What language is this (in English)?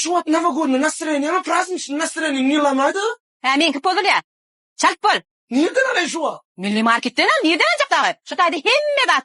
Turkmen